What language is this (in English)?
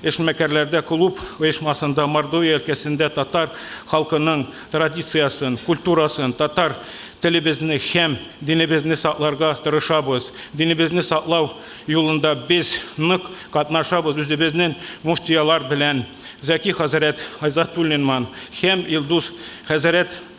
Tatar